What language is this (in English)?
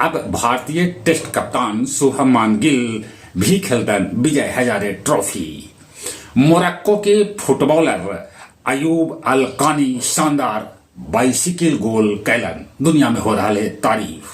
Magahi